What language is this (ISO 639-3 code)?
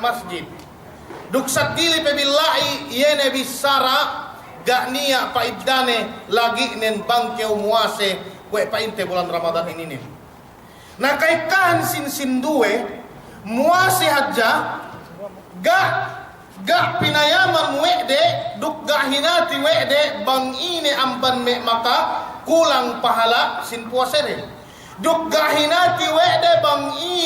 yka